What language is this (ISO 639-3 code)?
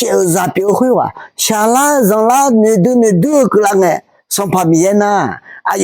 ahk